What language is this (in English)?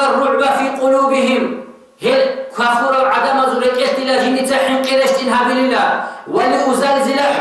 Avaric